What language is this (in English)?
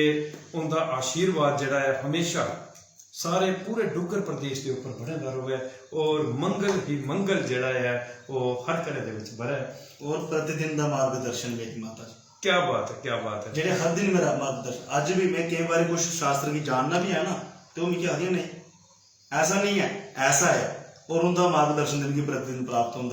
Dogri